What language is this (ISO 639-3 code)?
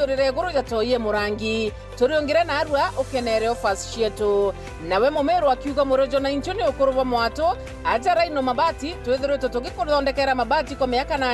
mer